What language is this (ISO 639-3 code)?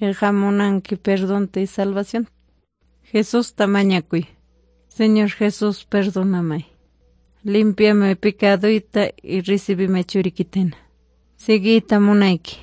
quy